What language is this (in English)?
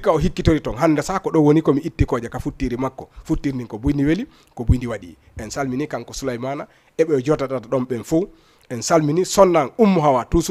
Fula